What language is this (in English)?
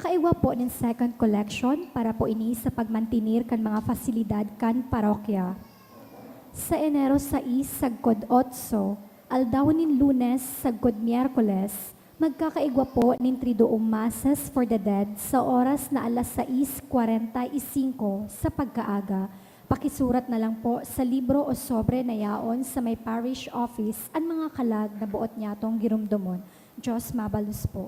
Bikol